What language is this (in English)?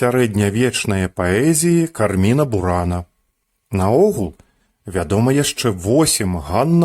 Belarusian